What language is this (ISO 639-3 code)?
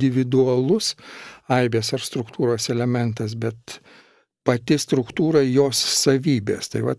lit